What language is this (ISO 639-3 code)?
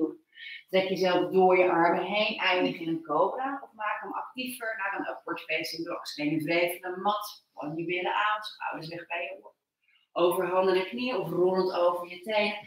nld